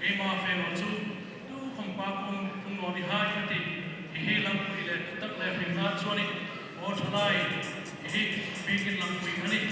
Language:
Hmar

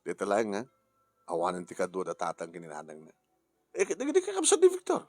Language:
Iloko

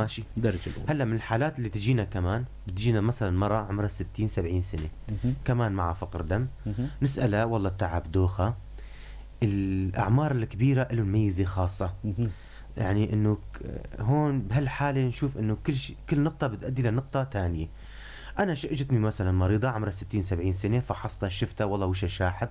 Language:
North Levantine Arabic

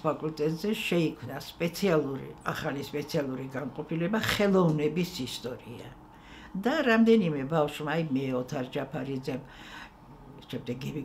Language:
Georgian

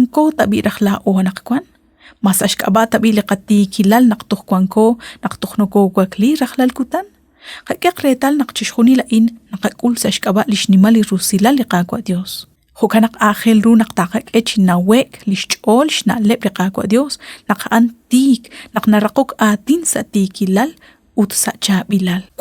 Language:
Kekchí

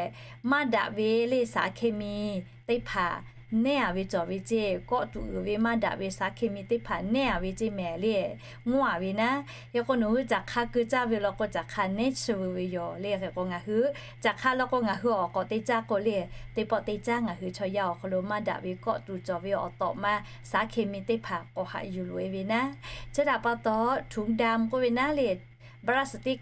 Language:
Lahu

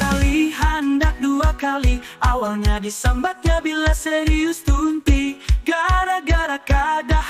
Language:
Banjar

